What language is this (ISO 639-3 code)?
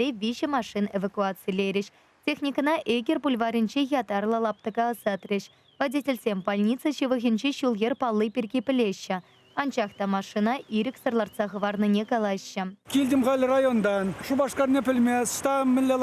chv